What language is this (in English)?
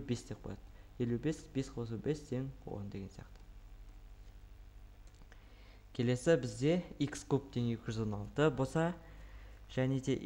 Kazakh